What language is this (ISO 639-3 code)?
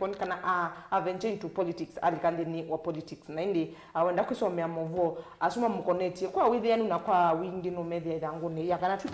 kam